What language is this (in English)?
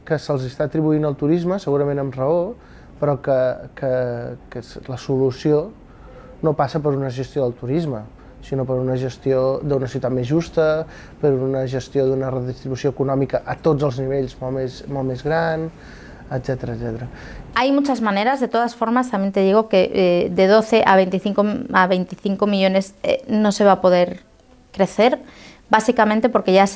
Catalan